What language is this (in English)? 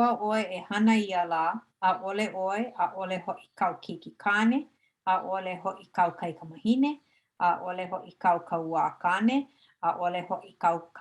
Hawaiian